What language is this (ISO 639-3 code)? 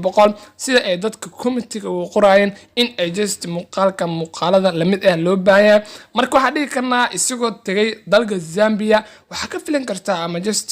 som